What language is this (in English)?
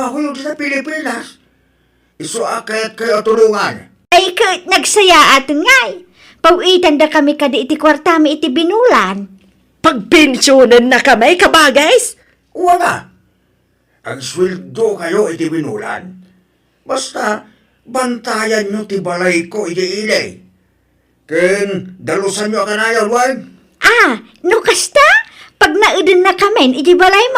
Iloko